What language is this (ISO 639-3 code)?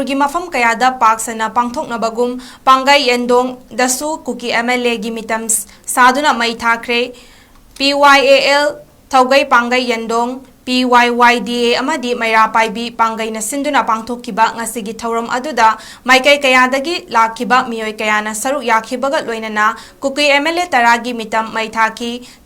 mni